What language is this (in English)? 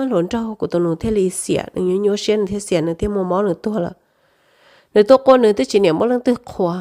Hmong